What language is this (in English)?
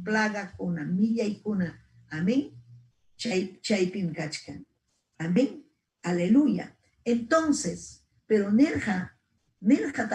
Ayacucho Quechua